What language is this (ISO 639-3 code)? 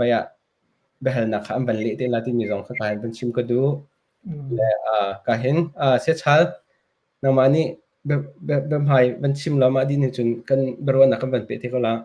cnh